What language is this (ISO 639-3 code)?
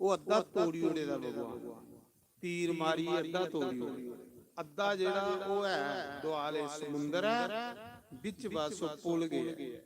doi